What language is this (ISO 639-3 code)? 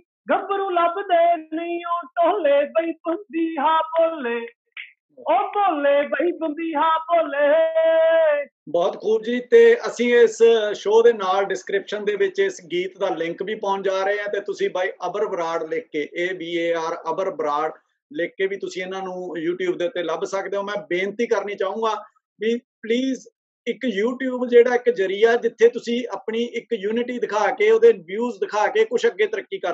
pan